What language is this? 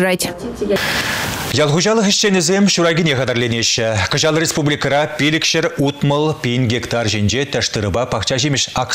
Chuvash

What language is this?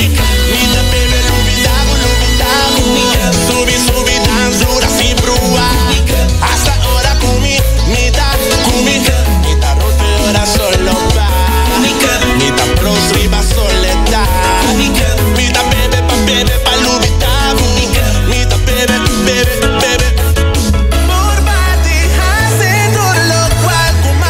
Papiamento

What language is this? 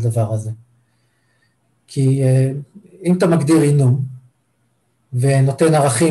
Hebrew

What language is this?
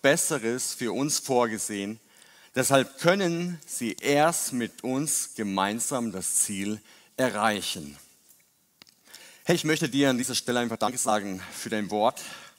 German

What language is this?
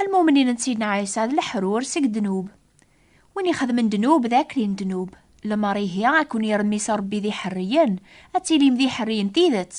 Kabyle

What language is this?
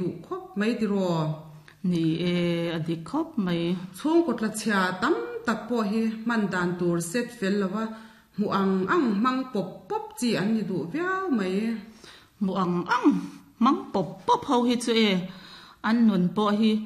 Mizo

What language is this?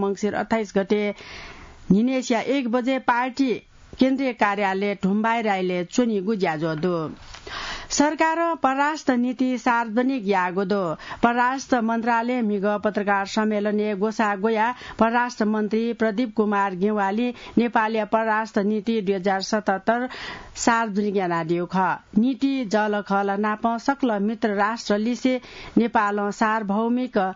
Newari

